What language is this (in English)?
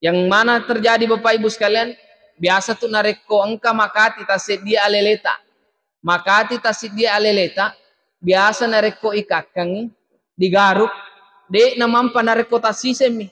Buginese